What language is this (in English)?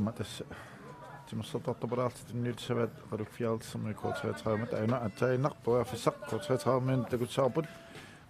Kalaallisut